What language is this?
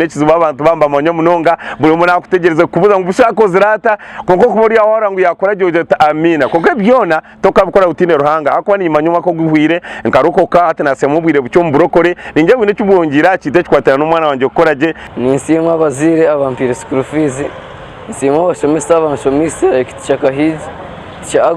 Nyankole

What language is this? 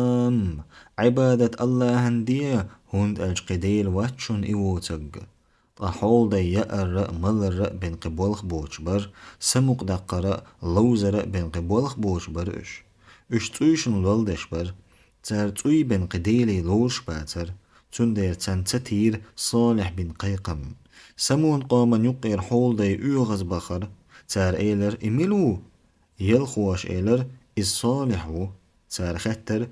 Chechen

